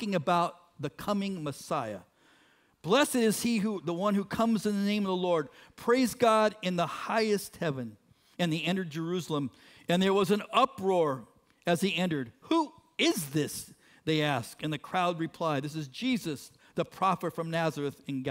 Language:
English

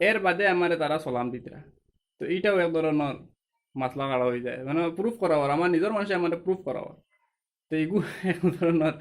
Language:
Sylheti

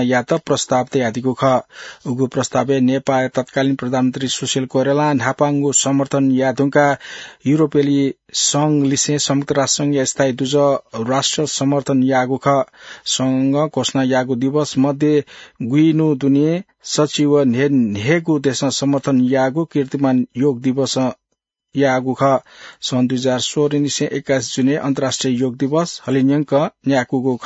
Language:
Newari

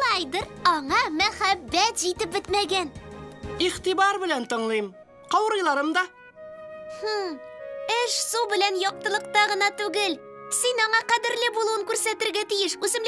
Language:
Tatar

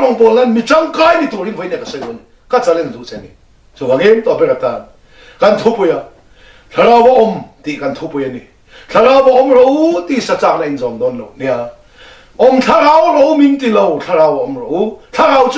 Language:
Mizo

